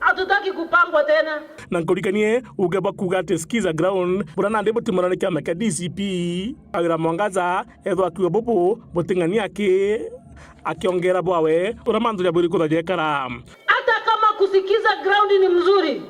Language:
Meru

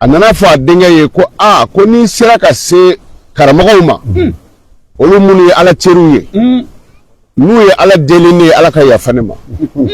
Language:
Bambara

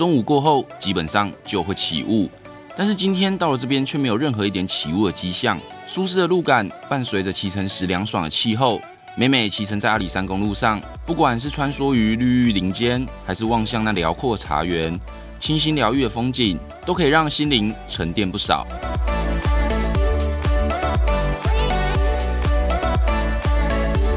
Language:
Chinese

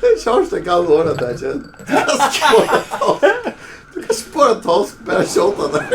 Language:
Faroese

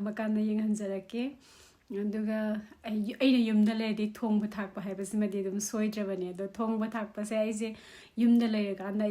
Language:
Manipuri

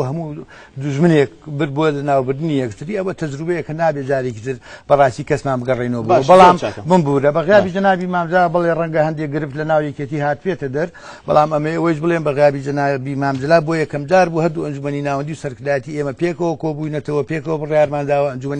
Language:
Central Kurdish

